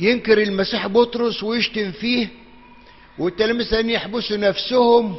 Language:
Egyptian Arabic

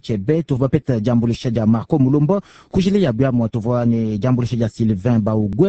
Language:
Luba-Lulua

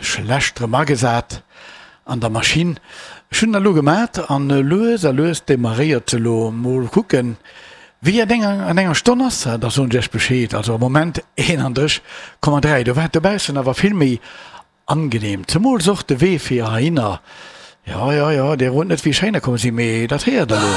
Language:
Luxembourgish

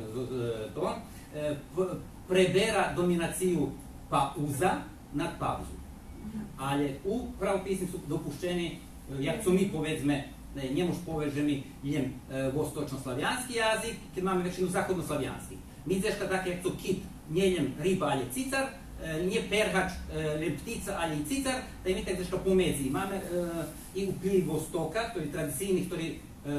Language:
Rusyn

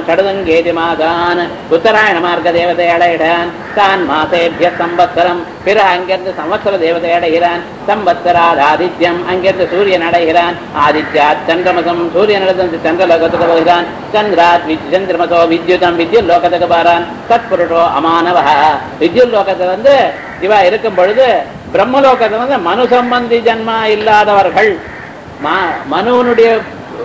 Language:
Tamil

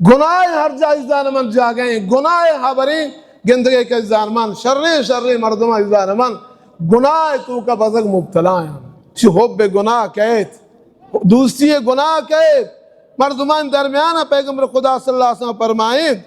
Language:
Baluchi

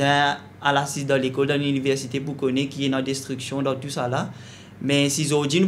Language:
Morisyen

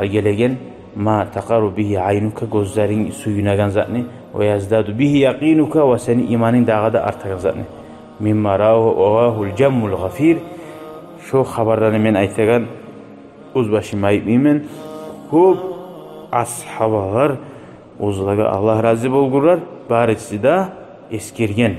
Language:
Kumyk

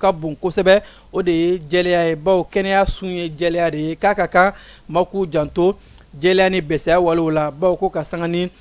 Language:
Bambara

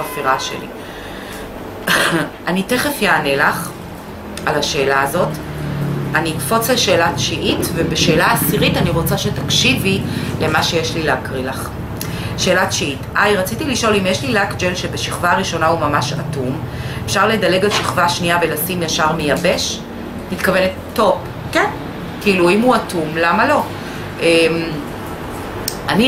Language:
Hebrew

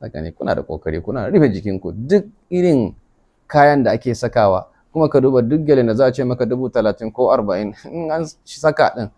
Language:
Hausa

